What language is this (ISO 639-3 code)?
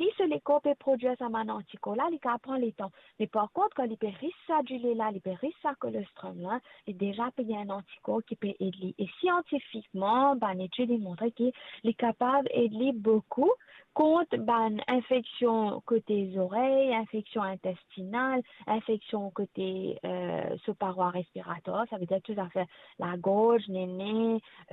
mfe